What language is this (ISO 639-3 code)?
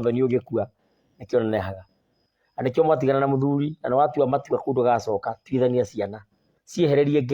kik